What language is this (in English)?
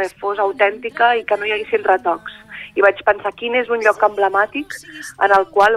Catalan